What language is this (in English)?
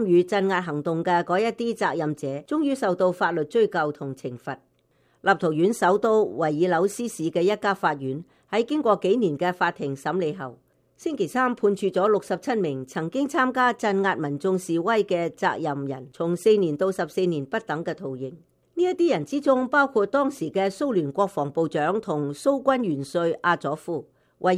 Cantonese